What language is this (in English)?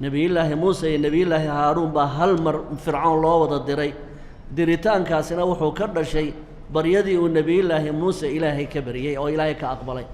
Somali